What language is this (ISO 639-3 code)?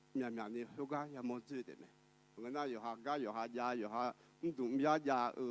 ahk